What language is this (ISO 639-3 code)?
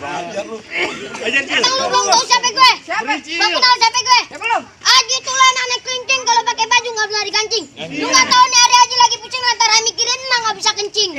bew